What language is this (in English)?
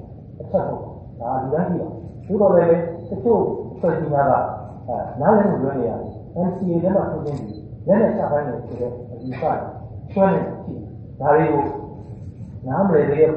Burmese